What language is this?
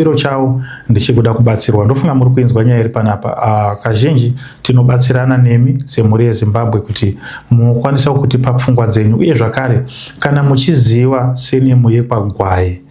Shona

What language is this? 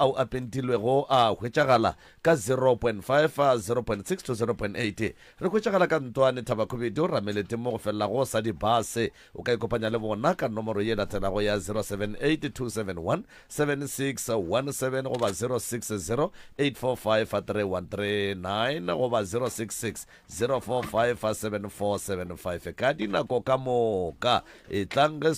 Northern Sotho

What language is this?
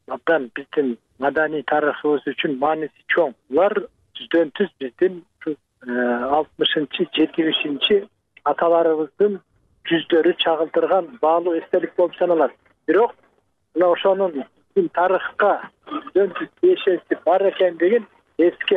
Kyrgyz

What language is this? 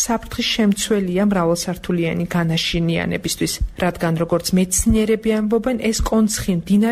Georgian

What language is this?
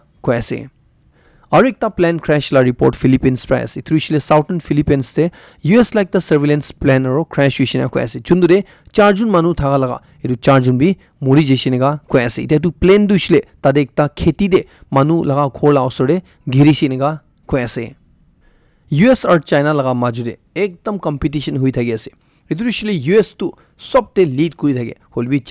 Naga Pidgin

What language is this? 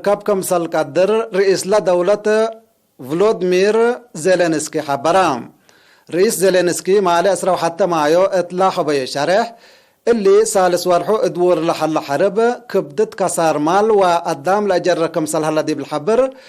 Tigre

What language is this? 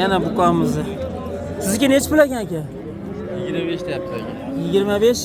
Uzbek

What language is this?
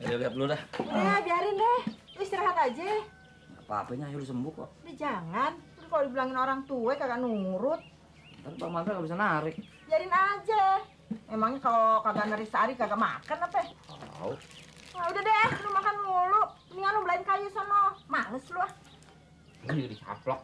Betawi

